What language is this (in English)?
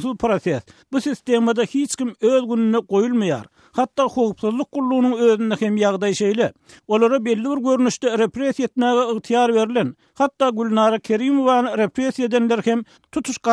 Turkmen